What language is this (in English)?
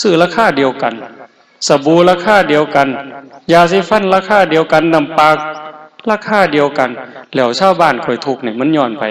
Northeastern Thai